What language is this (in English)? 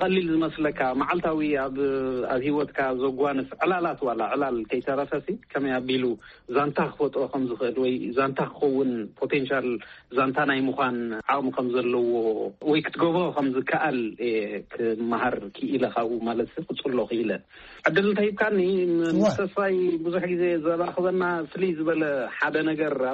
Tigrinya